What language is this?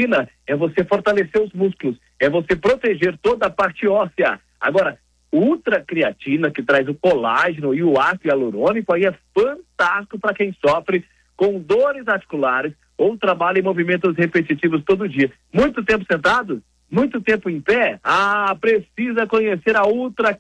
Portuguese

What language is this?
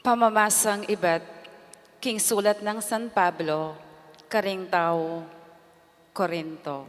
Pampanga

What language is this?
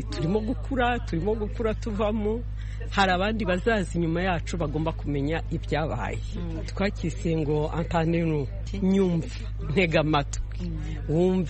Kinyarwanda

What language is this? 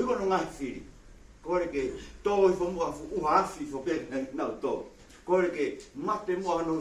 Tongan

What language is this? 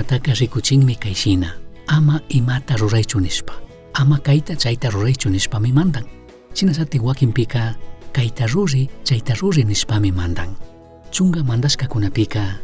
Chimborazo Highland Quichua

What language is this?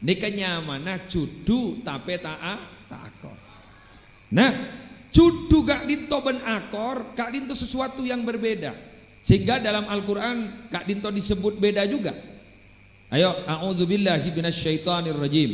Madurese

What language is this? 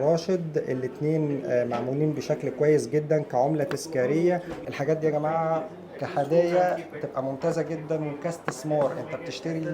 Egyptian Arabic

